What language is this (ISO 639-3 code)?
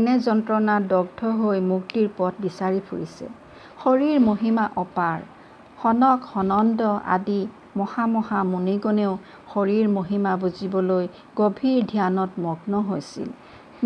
asm